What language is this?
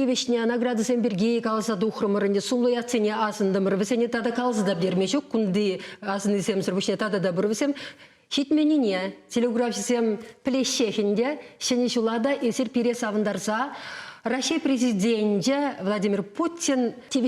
Chuvash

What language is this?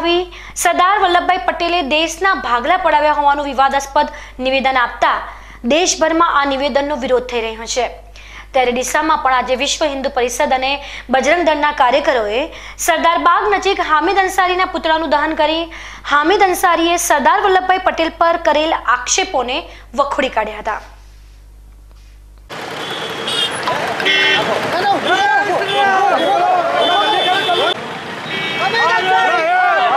Gujarati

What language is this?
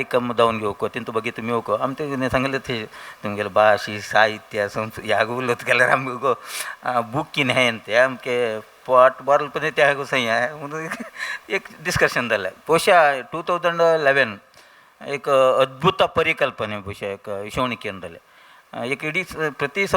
Konkani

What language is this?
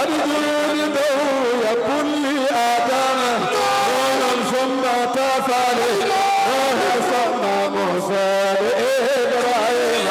Fula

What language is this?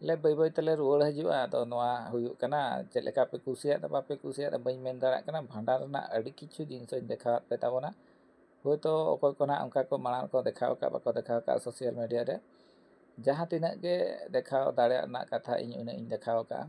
Santali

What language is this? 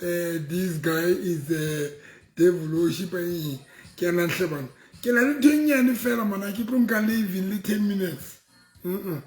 Southern Sotho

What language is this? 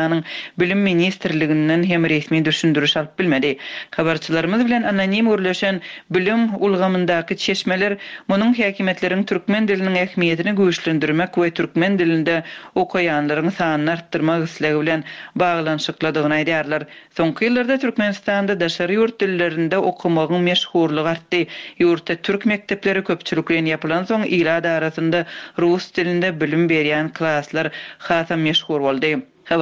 Turkmen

